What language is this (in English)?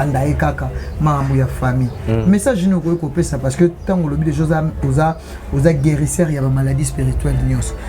Lingala